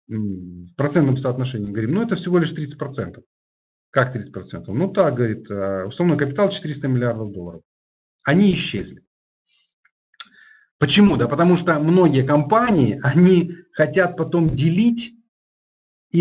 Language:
Russian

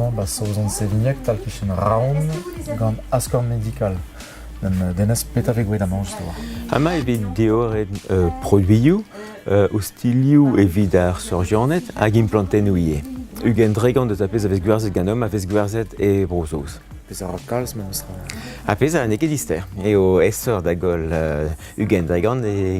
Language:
Breton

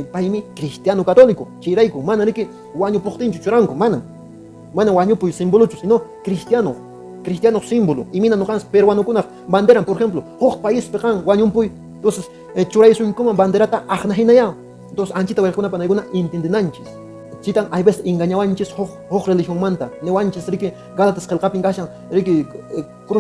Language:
Quechua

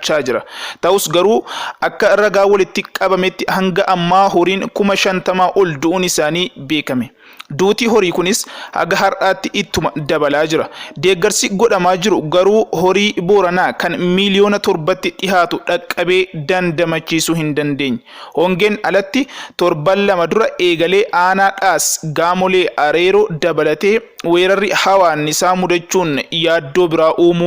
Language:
Oromo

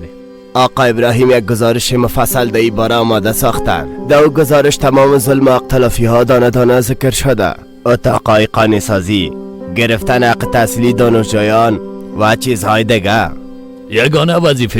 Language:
Persian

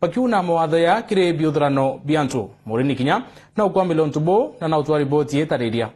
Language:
Meru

